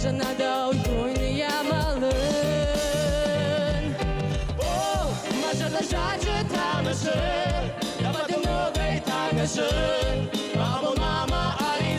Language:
Ossetic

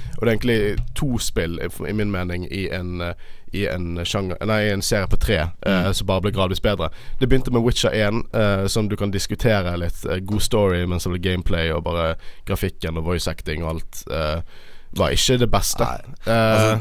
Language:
Norwegian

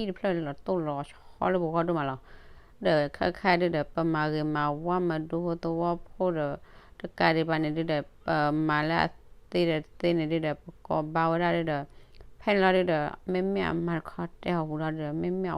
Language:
S'gaw Karen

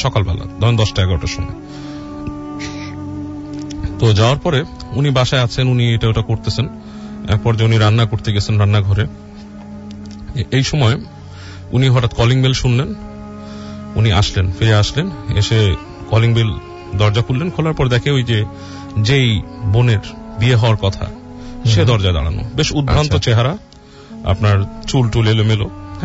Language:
Bangla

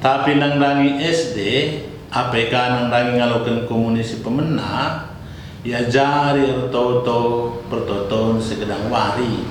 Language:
Batak Karo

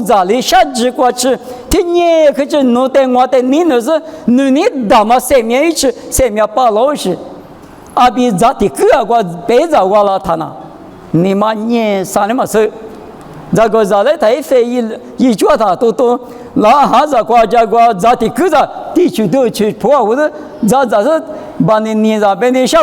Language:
Lisu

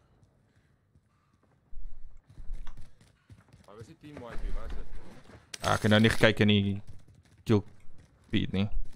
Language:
Afrikaans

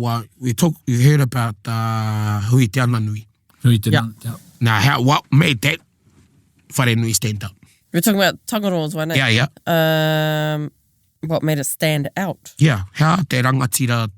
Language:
Māori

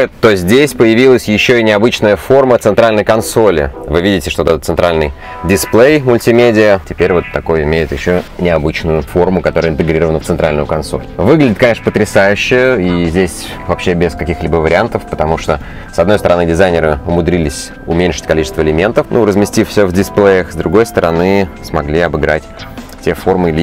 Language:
Russian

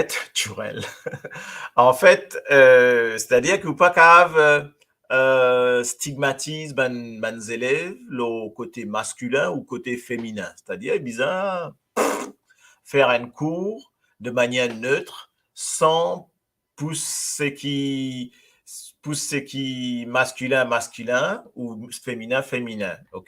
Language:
Morisyen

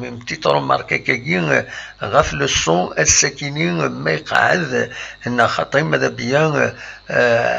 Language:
Kabyle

